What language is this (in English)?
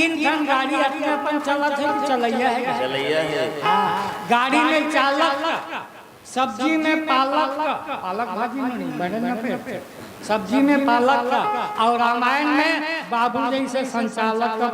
Chhattisgarhi